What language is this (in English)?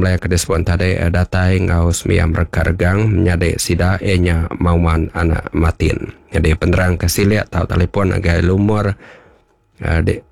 Iban